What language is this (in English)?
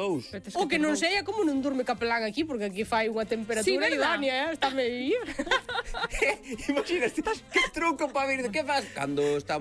Galician